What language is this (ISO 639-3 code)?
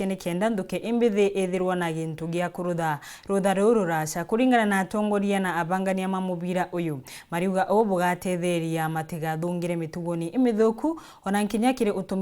mer